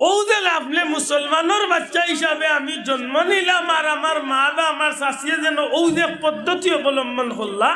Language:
Sylheti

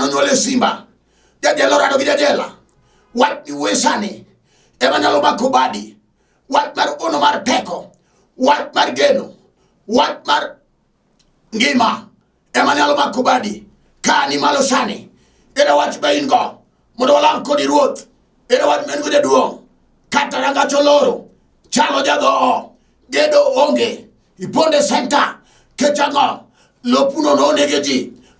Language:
Luo (Kenya and Tanzania)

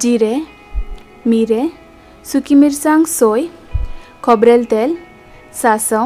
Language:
Konkani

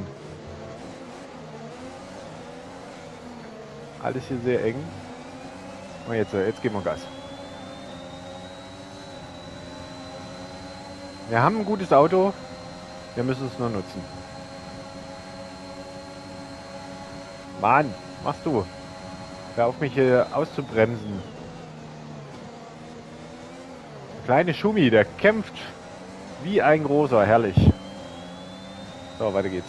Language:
German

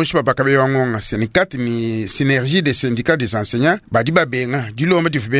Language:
Luba-Lulua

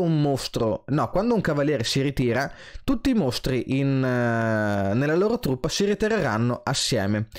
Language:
Italian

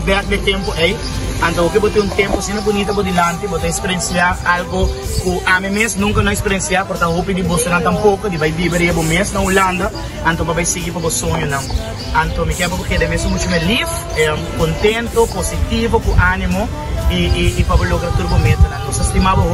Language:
Papiamento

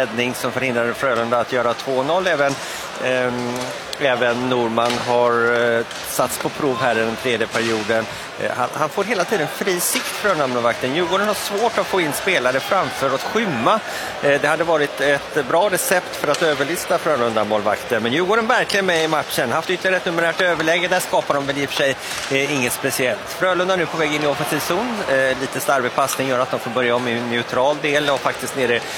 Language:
Swedish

